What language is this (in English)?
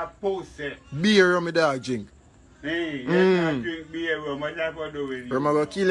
Jamaican Creole English